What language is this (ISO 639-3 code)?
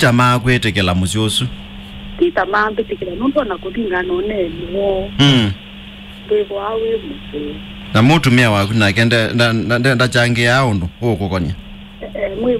kam